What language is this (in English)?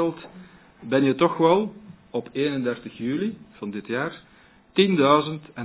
Dutch